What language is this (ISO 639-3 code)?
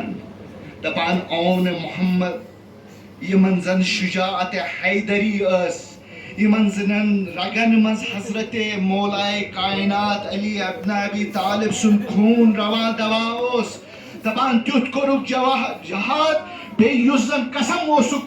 kas